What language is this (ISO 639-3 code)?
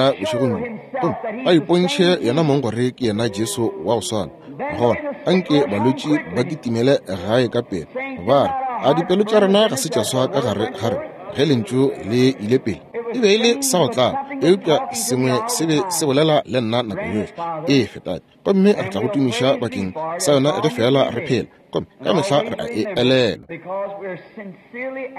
nso